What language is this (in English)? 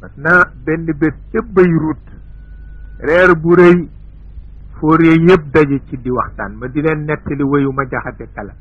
Wolof